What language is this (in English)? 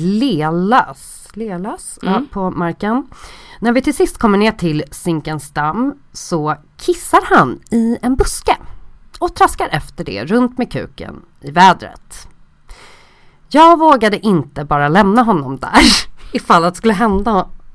Swedish